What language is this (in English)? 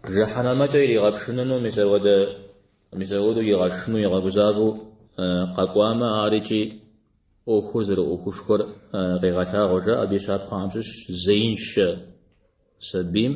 Kabardian